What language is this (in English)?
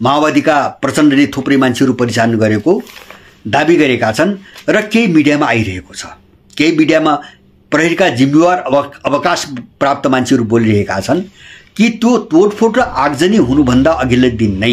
Nepali